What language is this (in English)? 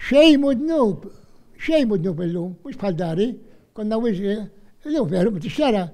Maltese